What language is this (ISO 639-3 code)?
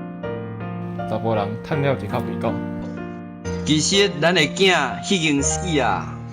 nan